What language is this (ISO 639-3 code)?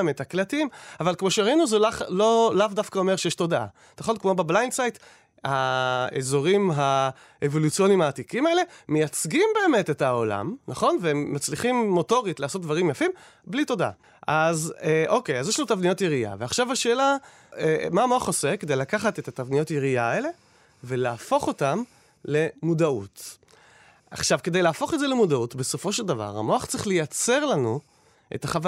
heb